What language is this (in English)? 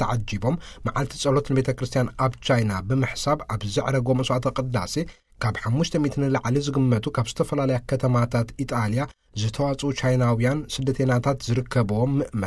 Tigrinya